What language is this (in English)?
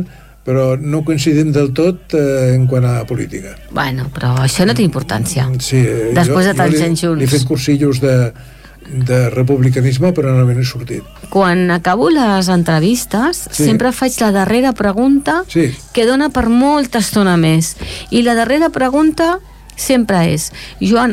Catalan